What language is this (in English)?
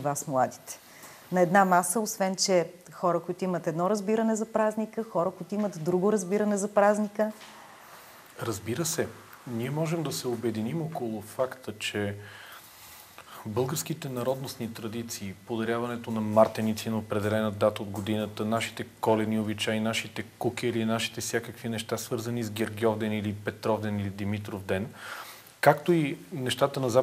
Bulgarian